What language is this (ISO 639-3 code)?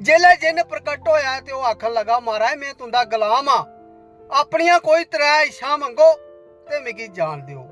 doi